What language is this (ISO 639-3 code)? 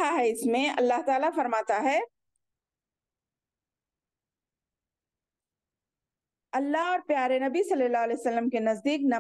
urd